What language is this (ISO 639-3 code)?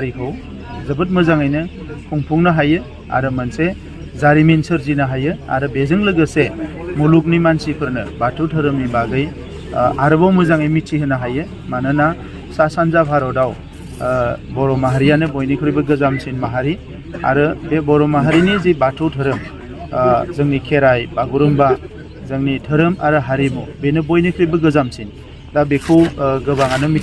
brx